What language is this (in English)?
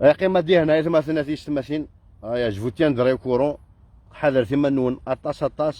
Kabyle